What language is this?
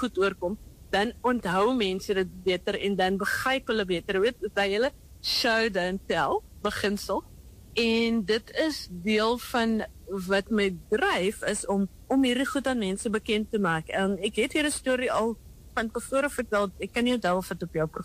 Afrikaans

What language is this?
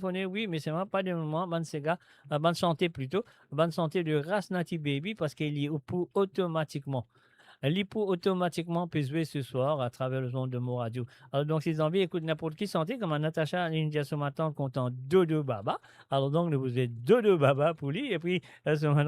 Morisyen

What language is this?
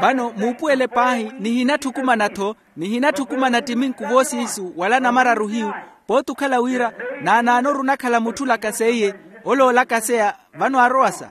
Makhuwa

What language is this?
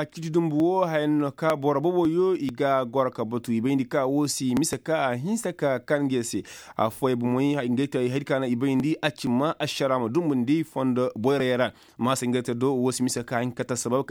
Koyraboro Senni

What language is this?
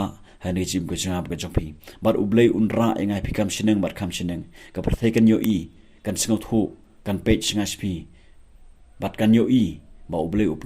Khasi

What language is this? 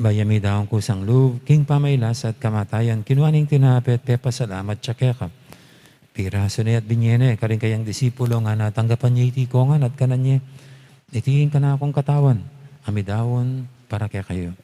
Pampanga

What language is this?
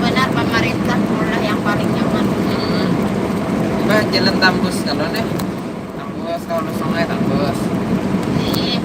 Banjar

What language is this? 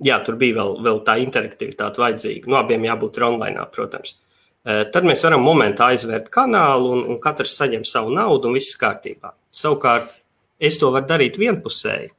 Latvian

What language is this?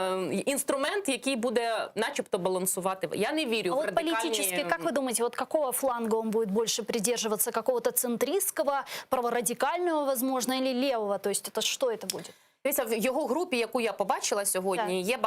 Crimean Tatar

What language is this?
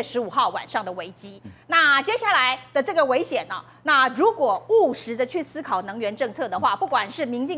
Chinese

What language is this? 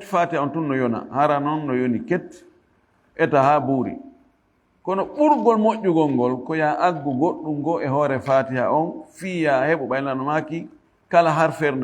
Fula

